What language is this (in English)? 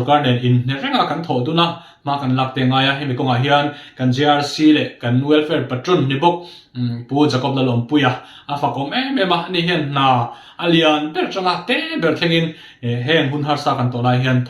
Mizo